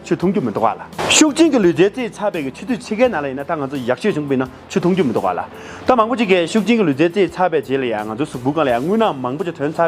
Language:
Tibetan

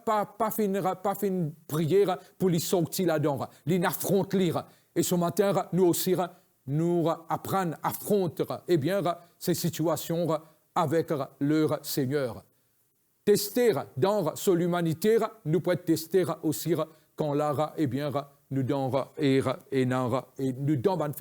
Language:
Morisyen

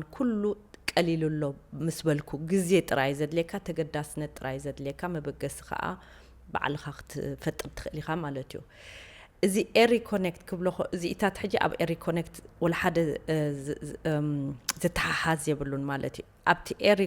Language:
Tigrinya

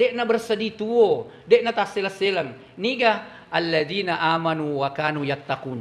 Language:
Buginese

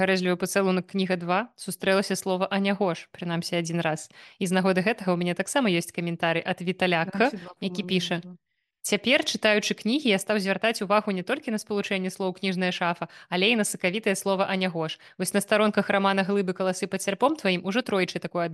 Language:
Belarusian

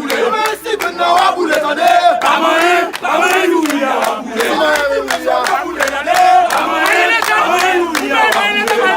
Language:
Haitian Creole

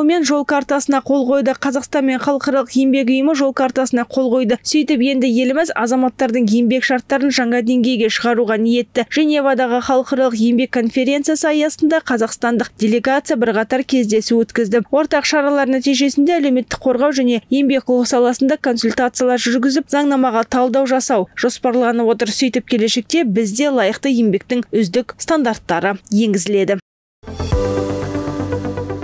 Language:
Kazakh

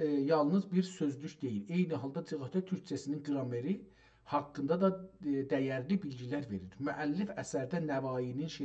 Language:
South Azerbaijani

